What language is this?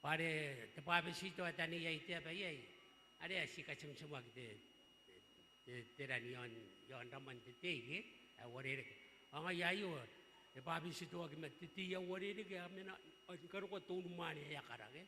Gilbertese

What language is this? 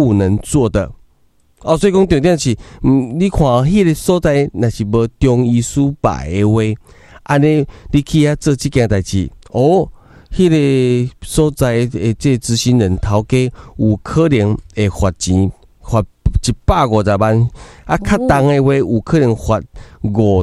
Min Nan Chinese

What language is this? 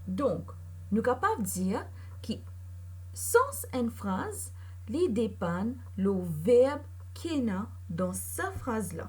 Morisyen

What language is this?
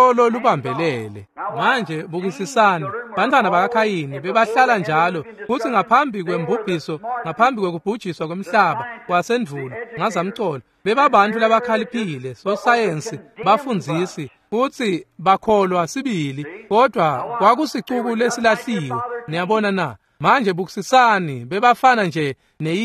Swati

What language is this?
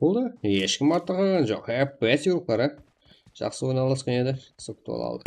Kara-Kalpak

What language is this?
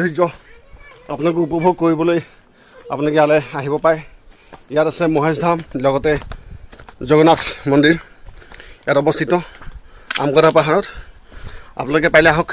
Assamese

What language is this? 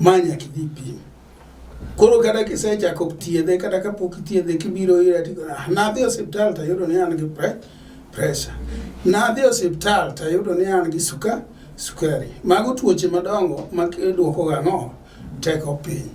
Luo (Kenya and Tanzania)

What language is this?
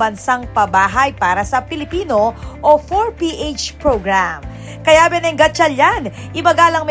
Pampanga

